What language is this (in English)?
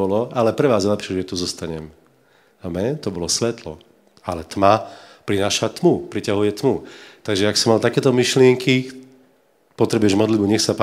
Slovak